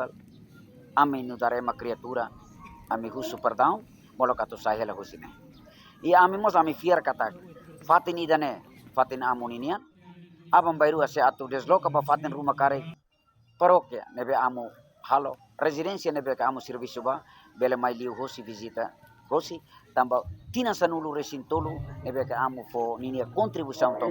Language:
Tetum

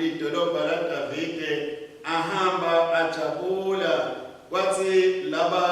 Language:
Swati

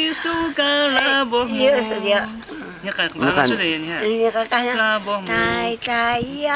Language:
Taroko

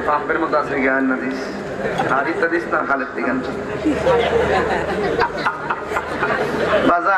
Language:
Bangla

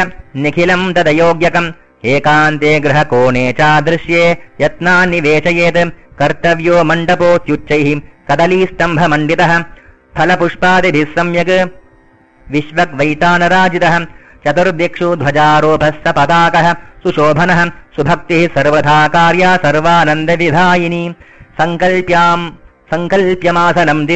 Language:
Sanskrit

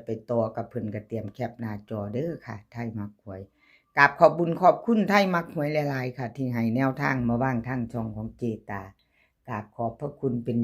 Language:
Northeastern Thai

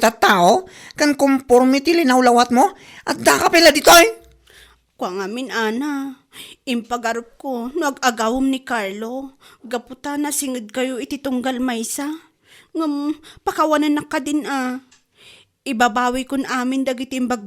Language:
Iloko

